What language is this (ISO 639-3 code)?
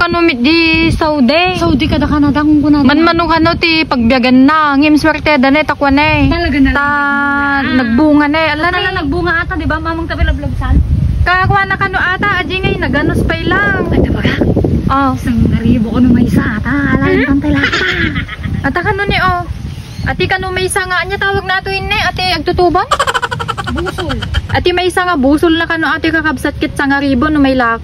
ilo